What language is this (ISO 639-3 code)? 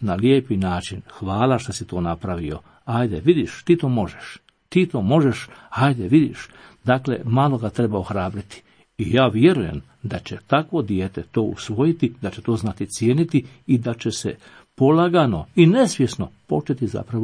hrv